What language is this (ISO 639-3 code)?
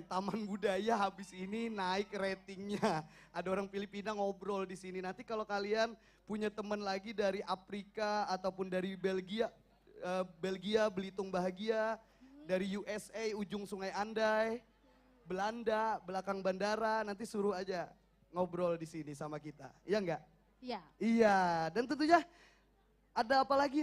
bjn